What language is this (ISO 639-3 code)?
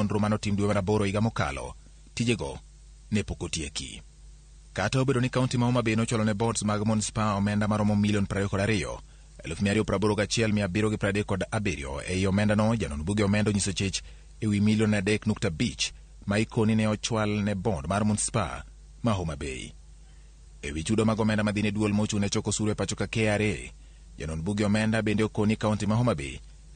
luo